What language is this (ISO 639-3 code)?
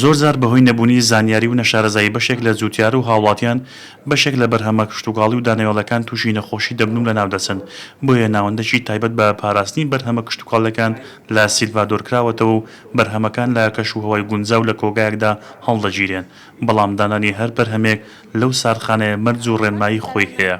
ckb